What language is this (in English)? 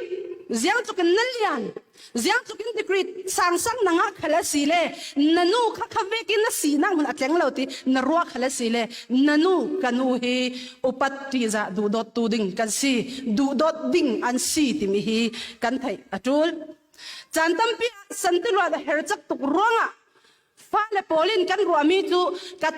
Falam Chin